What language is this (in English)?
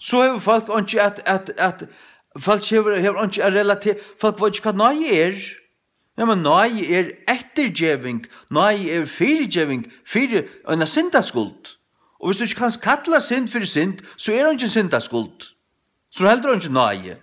Faroese